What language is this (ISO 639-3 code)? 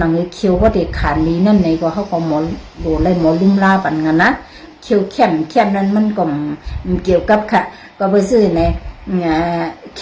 shn